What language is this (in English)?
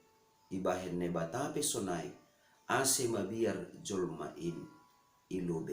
Batak Simalungun